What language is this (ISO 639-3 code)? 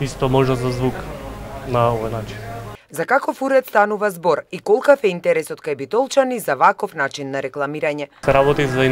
mkd